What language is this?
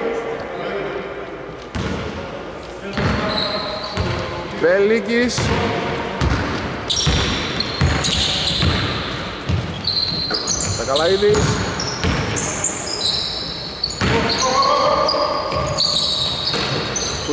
Greek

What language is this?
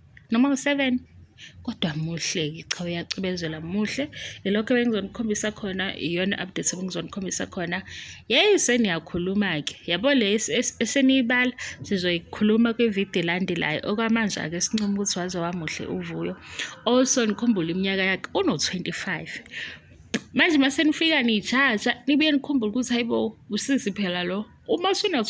Zulu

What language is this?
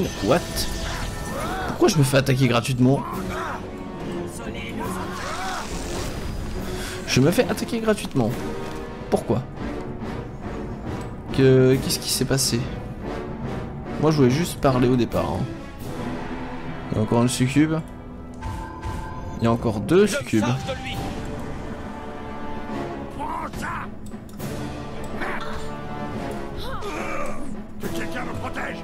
French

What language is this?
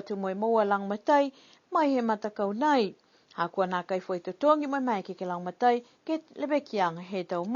Niuean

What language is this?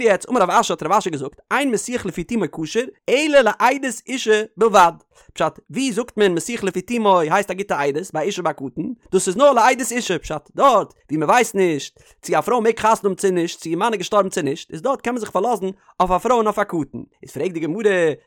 Yiddish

